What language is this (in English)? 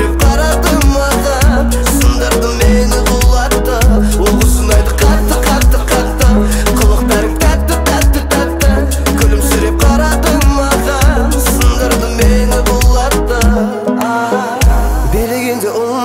Kazakh